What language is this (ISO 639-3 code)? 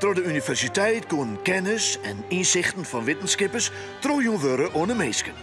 fry